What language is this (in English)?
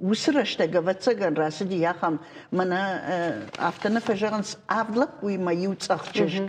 Ossetic